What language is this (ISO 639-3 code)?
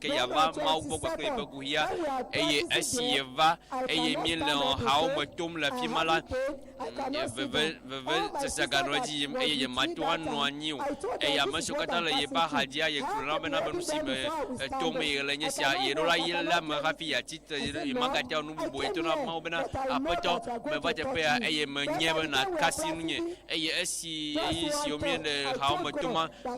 ewe